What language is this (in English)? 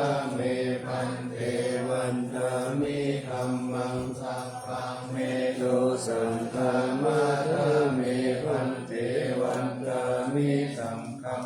Pali